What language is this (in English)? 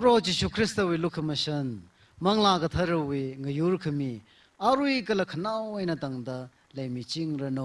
Tangkhul Naga (India)